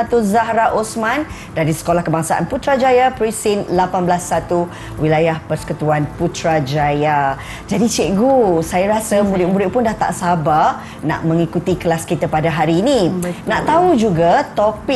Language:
Malay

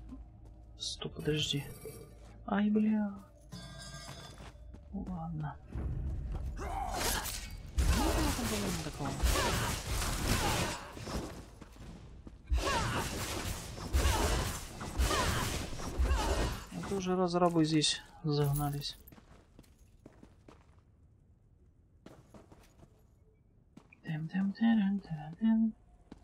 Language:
Russian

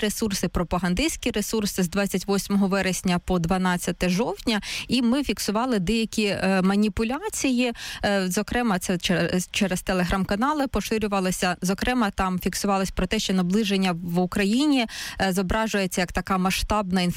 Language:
Ukrainian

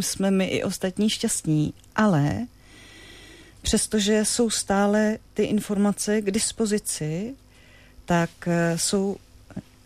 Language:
Czech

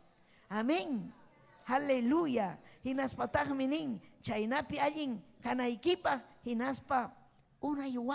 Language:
Ayacucho Quechua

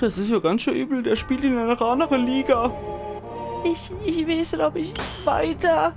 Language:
Palatine German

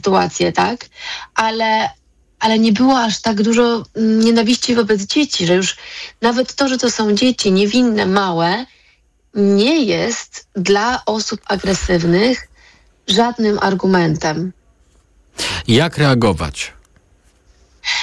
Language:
Polish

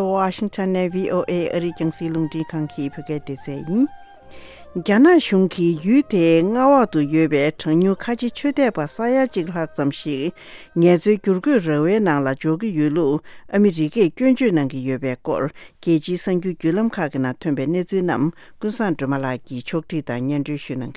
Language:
Tibetan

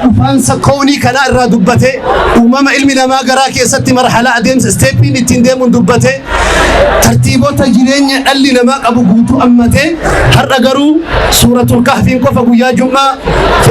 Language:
Oromo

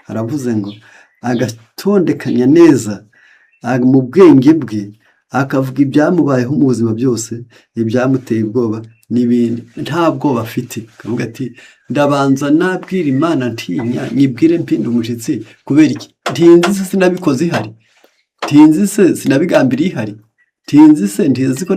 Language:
Kinyarwanda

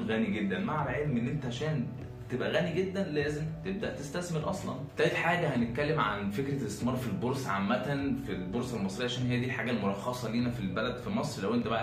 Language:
Egyptian Arabic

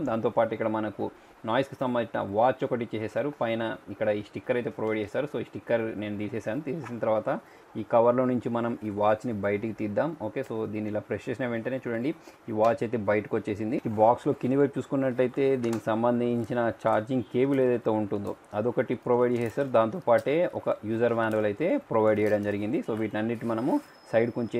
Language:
Telugu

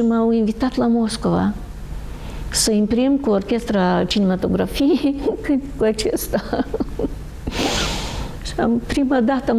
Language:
Romanian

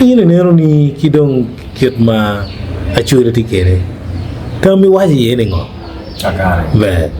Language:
Acoli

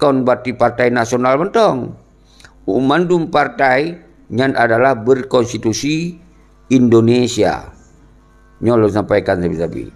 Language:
Achinese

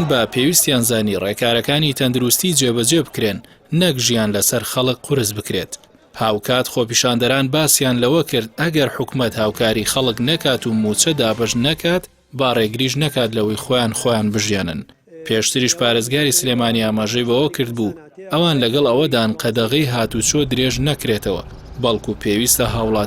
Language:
Central Kurdish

